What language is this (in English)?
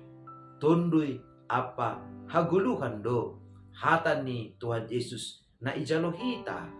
Batak Simalungun